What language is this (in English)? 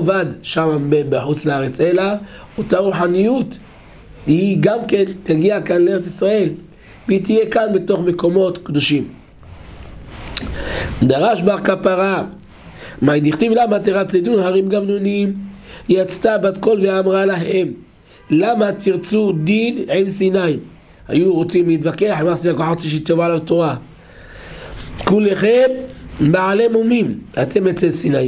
Hebrew